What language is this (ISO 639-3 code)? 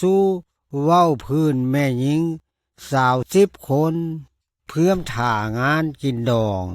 lao